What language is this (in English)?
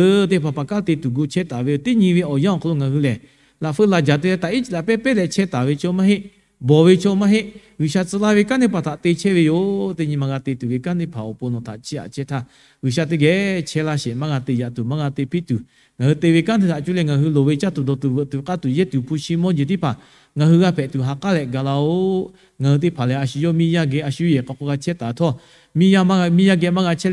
Lahu